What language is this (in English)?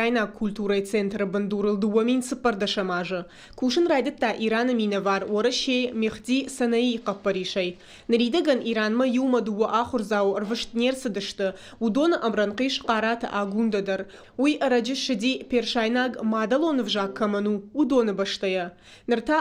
Ossetic